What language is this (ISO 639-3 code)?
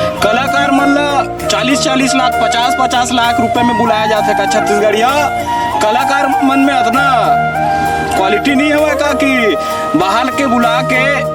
hne